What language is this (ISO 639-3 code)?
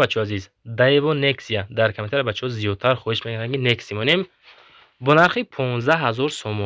tgk